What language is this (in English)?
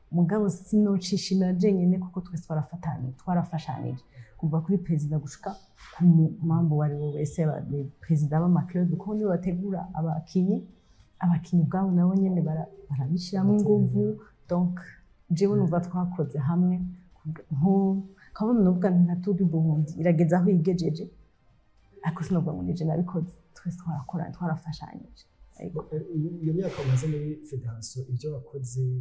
Rundi